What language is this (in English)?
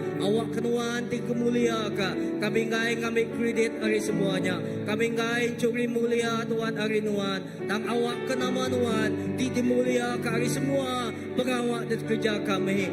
Iban